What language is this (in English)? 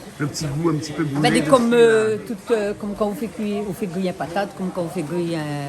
Réunion Creole French